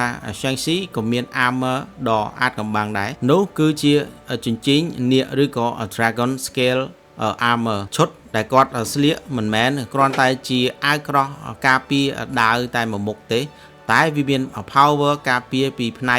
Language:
Khmer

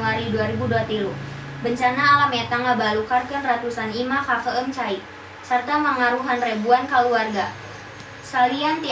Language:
Sundanese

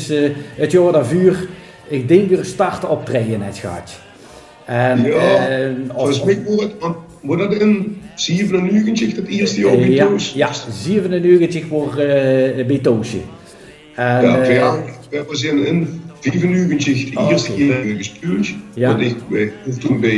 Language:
Limburgish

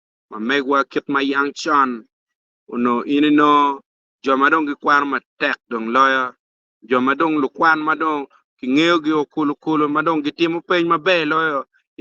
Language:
Acoli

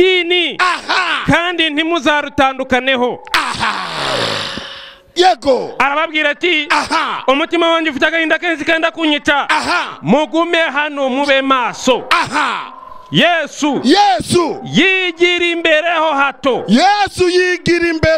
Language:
Kinyarwanda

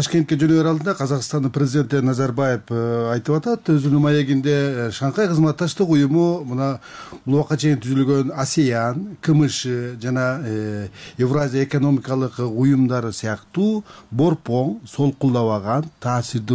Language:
Kyrgyz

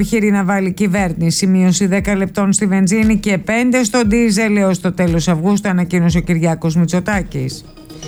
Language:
Greek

